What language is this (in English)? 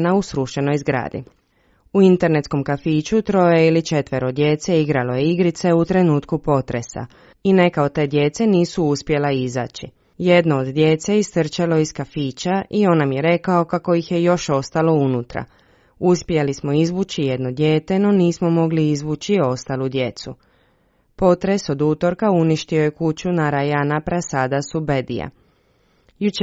Croatian